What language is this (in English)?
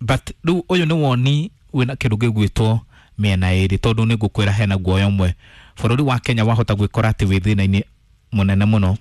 Kikuyu